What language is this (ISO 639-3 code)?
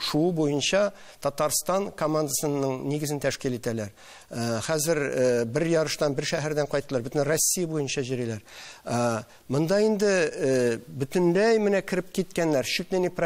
tat